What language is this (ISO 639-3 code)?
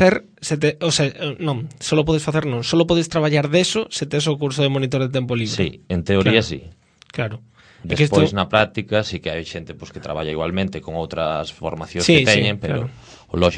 glg